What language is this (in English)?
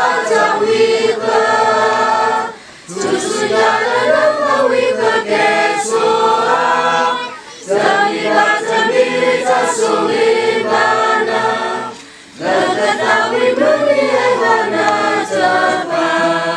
S'gaw Karen